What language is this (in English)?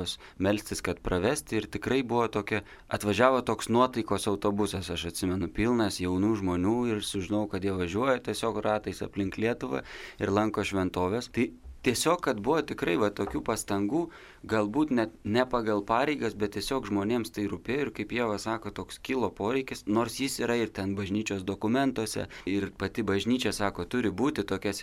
Lithuanian